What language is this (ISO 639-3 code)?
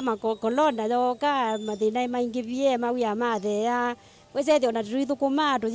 kam